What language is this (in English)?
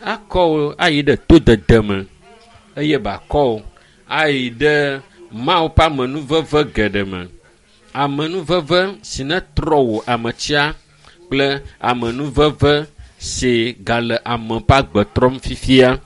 Ewe